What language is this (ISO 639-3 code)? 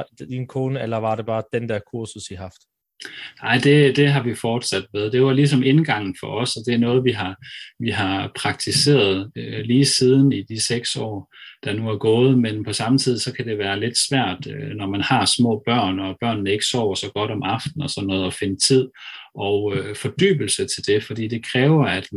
dan